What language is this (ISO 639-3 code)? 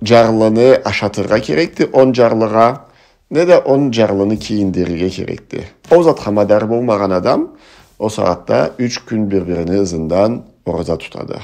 krc